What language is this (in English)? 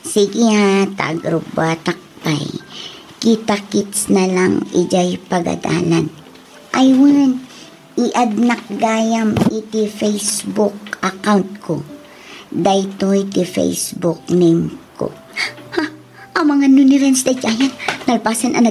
Iloko